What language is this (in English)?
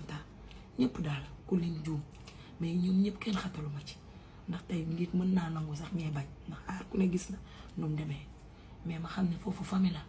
Wolof